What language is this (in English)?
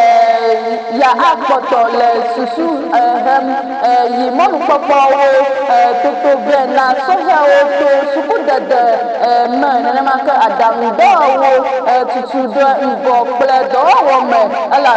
Ewe